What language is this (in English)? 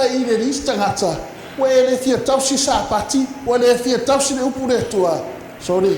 Samoan